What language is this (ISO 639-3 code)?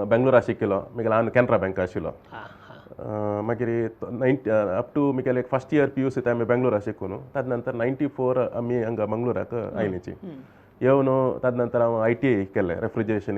kok